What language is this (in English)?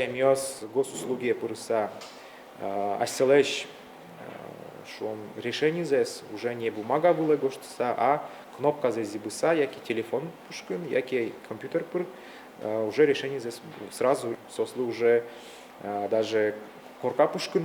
Udmurt